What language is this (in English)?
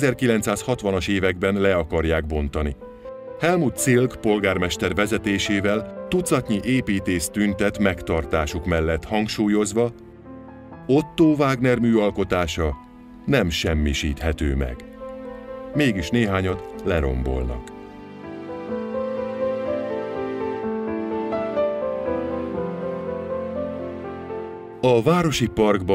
Hungarian